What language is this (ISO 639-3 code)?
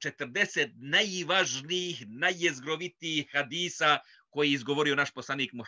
bos